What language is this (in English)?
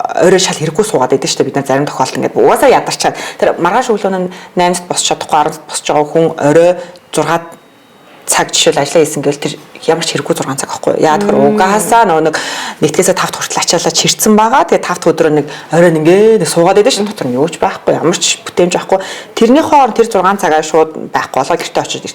Mongolian